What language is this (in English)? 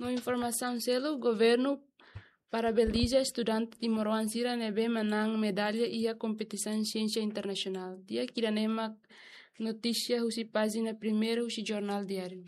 Tetum